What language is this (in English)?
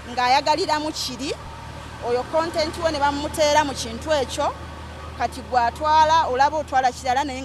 Ganda